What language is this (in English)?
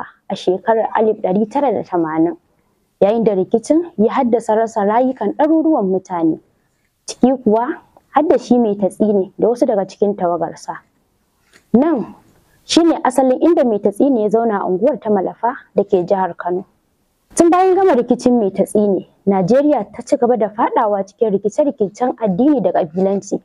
Hausa